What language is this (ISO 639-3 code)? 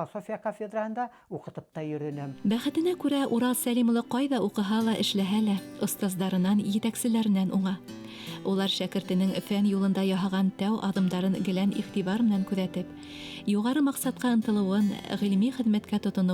bak